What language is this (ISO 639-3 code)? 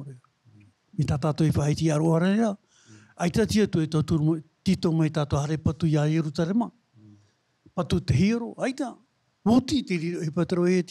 tah